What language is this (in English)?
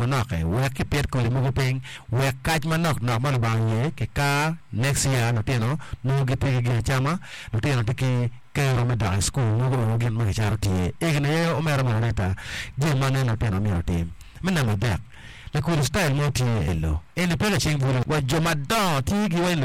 Acoli